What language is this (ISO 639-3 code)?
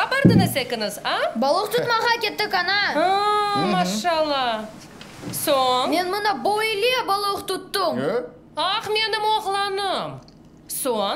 crh